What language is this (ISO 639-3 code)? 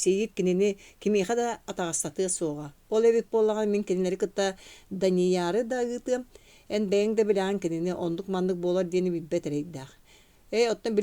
sah